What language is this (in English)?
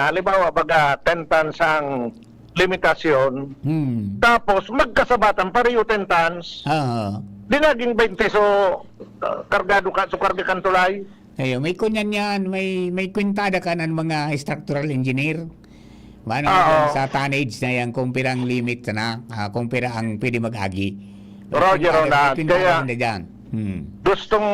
Bikol